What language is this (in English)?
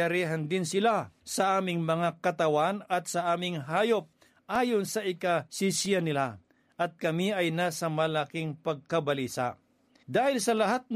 Filipino